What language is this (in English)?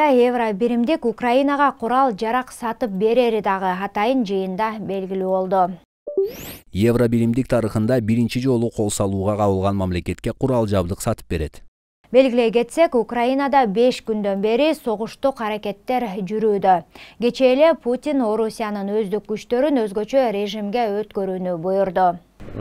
Kyrgyz